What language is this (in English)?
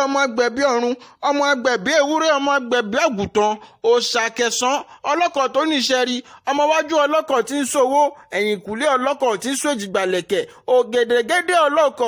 Yoruba